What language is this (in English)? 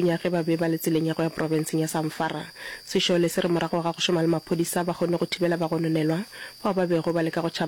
Northern Sotho